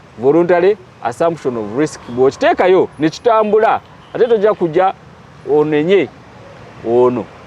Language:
Ganda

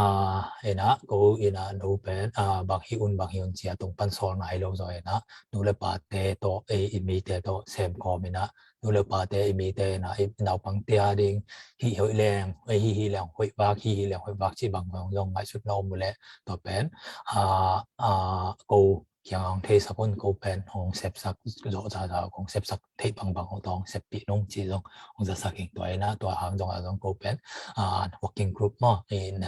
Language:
Tedim Chin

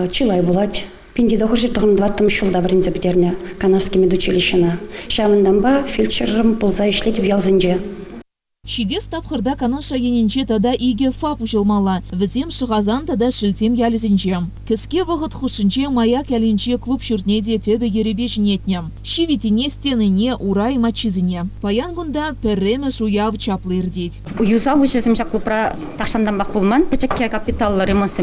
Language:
Chuvash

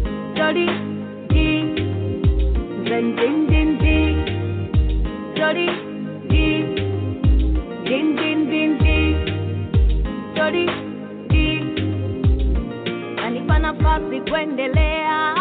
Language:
Kinyarwanda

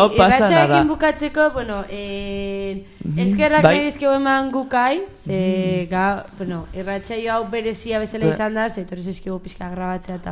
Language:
Basque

